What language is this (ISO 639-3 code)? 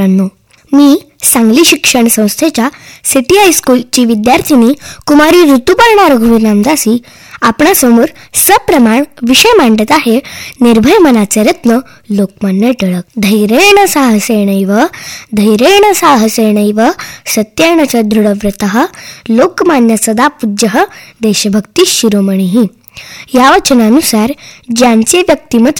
mar